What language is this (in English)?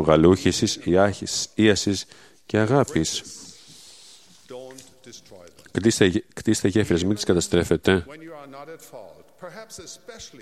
Greek